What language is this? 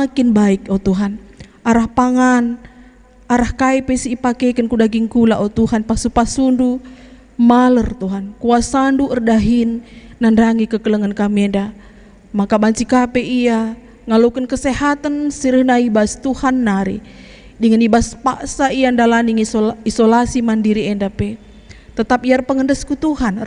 Batak Karo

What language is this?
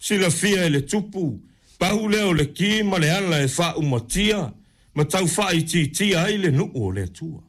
Samoan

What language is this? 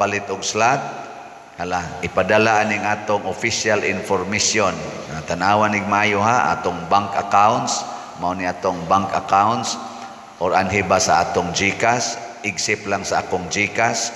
Cebuano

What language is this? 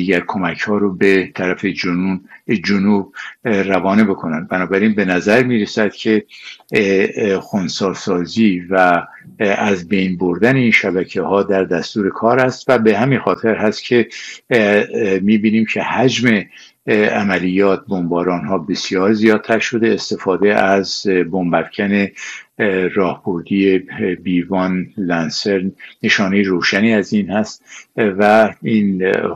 Persian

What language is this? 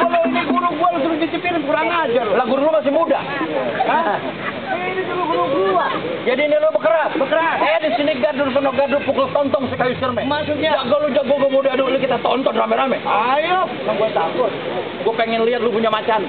Betawi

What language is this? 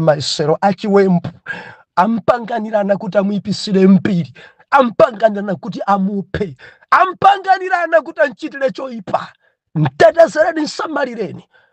Nyanja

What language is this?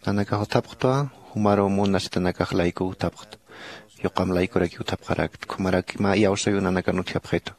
Aymara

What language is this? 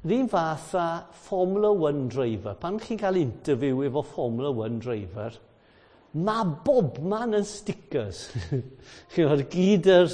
Welsh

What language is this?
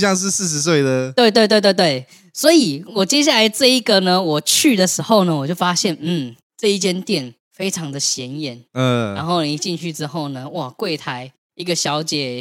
Chinese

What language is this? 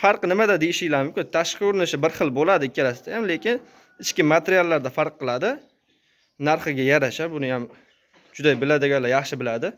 Uzbek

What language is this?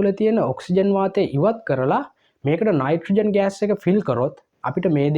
Sinhala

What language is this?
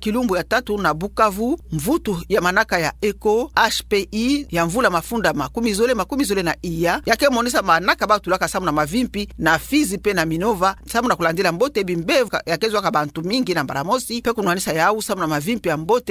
Kituba (Democratic Republic of Congo)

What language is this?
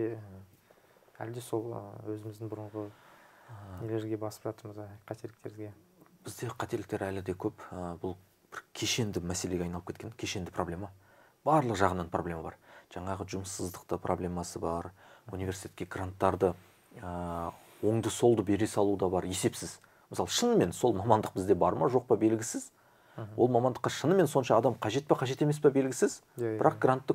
Kazakh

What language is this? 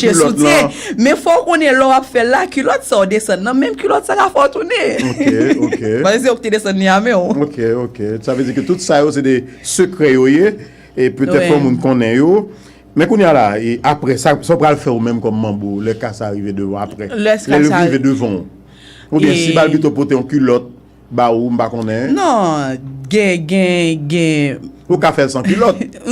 Haitian Creole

